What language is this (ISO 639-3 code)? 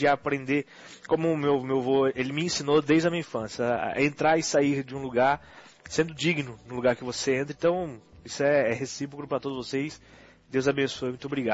por